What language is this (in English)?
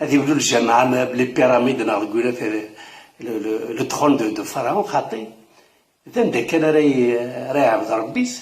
Kabyle